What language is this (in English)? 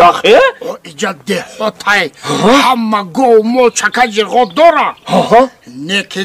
Tajik